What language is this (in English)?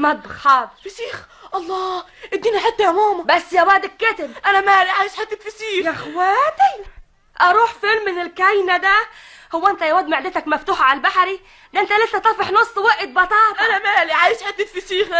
Egyptian Arabic